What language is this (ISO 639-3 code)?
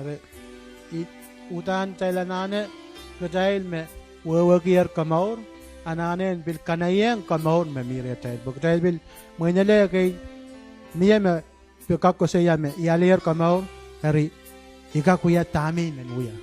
pon